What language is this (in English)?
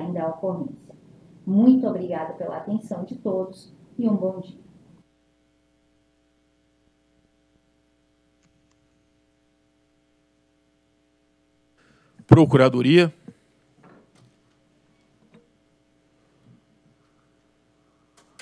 Portuguese